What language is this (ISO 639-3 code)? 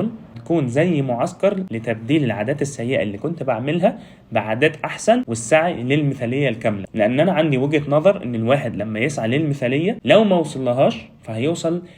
arz